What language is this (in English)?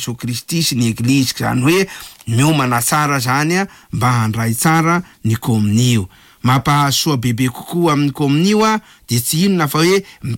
Malagasy